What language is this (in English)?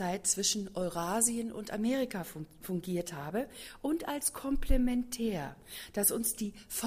German